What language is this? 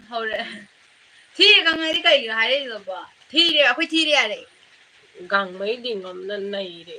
Manipuri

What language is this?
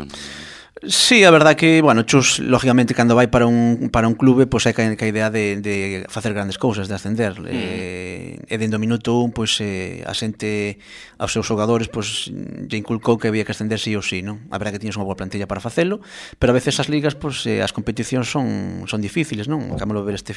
Galician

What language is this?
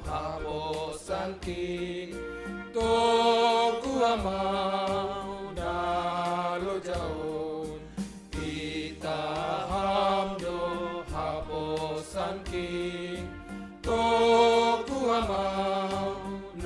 Batak Simalungun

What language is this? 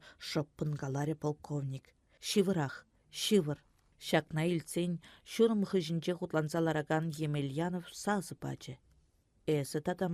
Chuvash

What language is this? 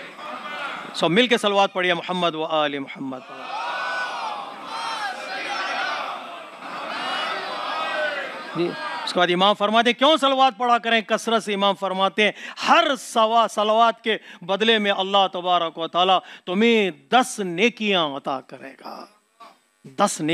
Urdu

